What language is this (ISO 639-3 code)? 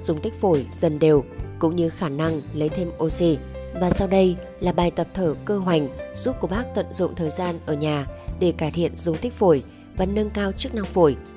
vie